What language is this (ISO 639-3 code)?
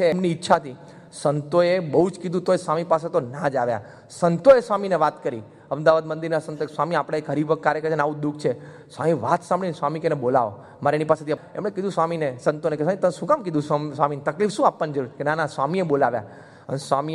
guj